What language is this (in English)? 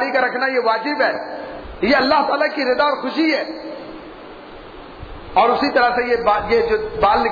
Urdu